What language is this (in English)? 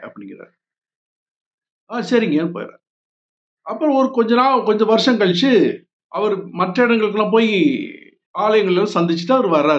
Tamil